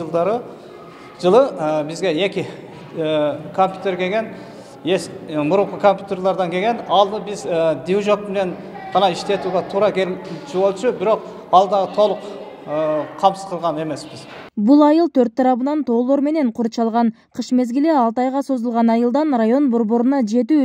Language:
Kyrgyz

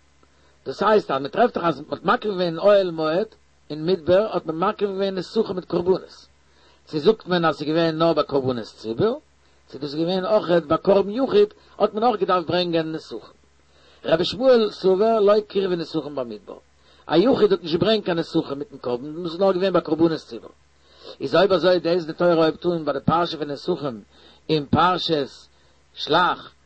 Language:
Yiddish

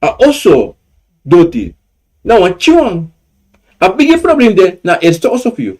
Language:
Sranan Tongo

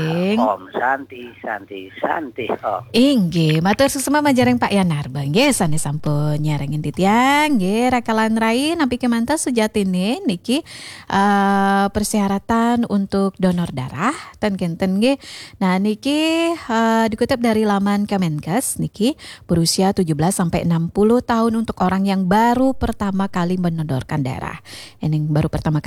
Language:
Balinese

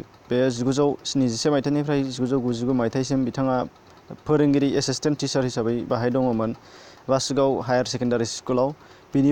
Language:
Bodo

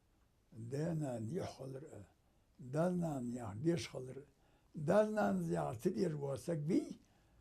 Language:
Ingush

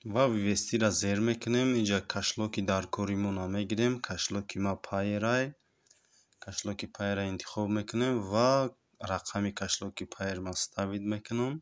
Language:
Tajik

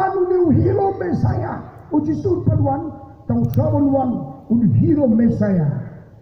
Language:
Khasi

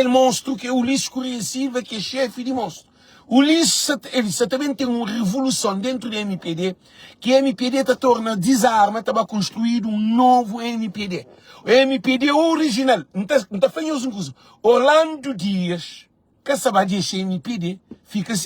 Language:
Kabuverdianu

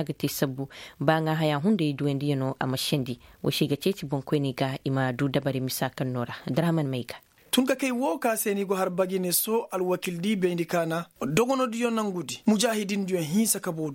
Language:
Koyraboro Senni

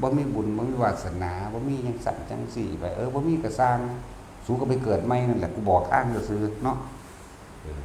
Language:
Northeastern Thai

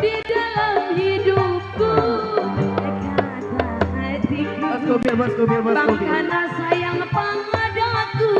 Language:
Betawi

